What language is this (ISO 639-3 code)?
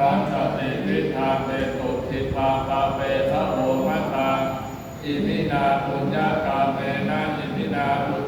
pli